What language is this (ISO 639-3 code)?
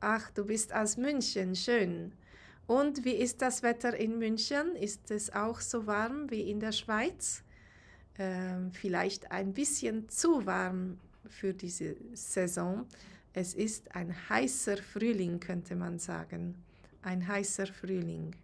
gsw